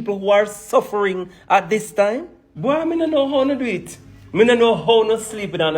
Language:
Jamaican Creole English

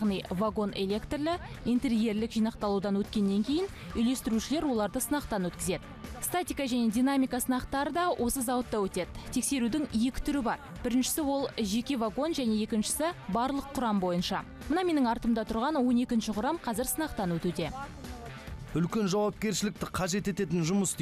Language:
Kazakh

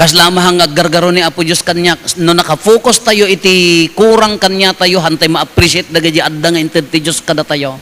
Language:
Iloko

